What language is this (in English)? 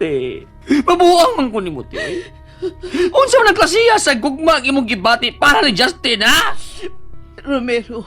Cebuano